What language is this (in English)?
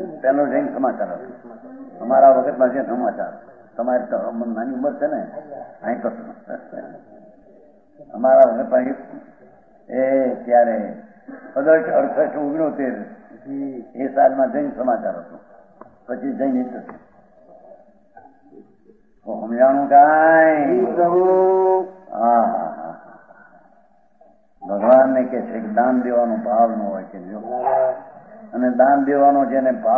Gujarati